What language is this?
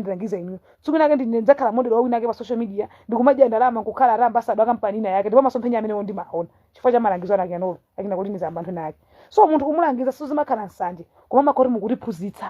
Nyanja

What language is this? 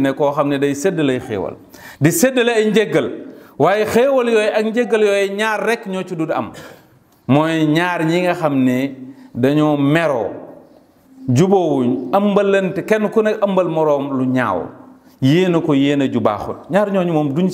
Wolof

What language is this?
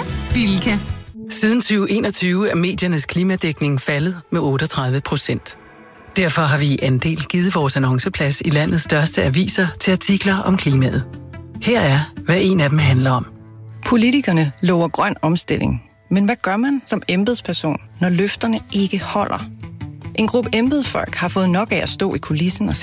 Danish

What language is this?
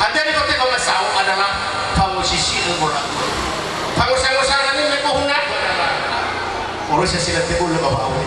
Nias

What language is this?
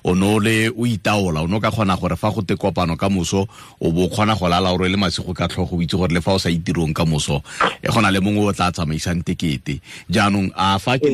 Tswana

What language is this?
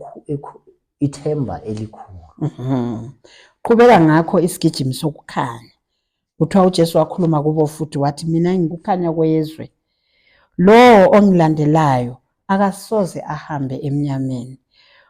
Zulu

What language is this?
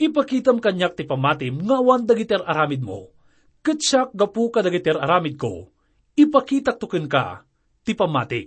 Iloko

